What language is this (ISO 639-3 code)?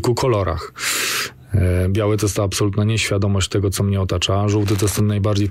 pol